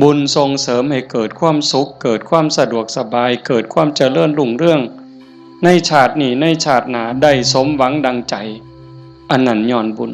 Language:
Northeastern Thai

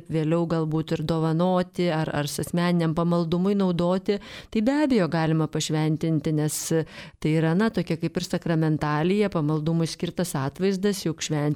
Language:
Lithuanian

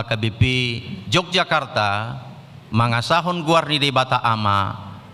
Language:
Batak Toba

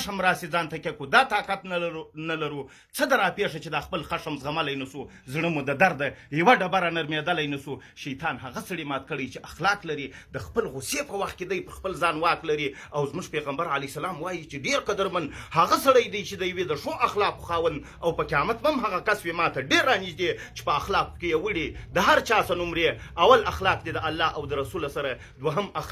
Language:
Pashto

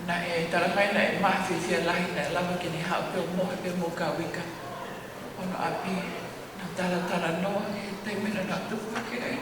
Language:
Tongan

